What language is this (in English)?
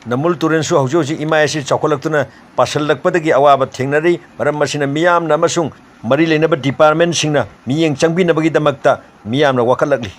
Manipuri